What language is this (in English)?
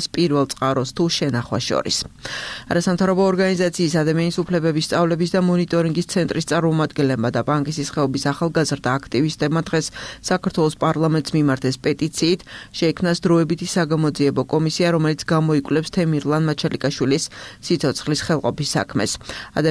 Georgian